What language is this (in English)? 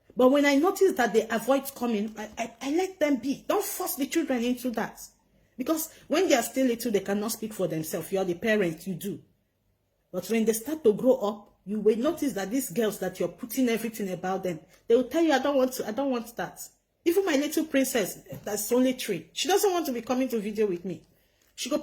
Nigerian Pidgin